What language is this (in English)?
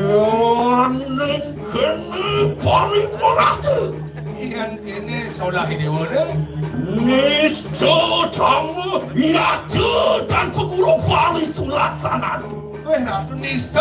Balinese